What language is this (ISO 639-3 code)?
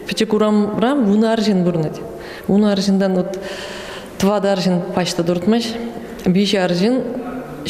chv